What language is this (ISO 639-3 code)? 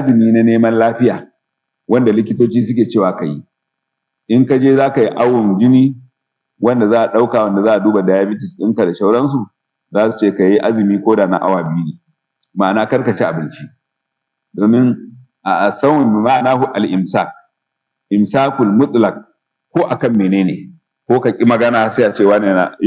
hau